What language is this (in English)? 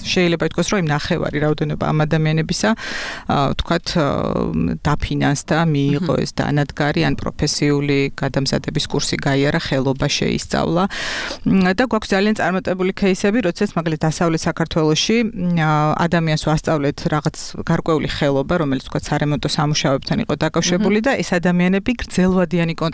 Georgian